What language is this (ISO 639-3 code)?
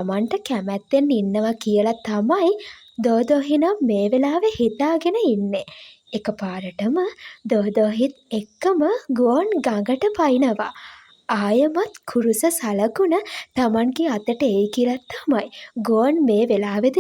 sin